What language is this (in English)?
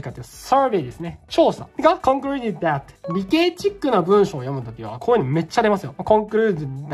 Japanese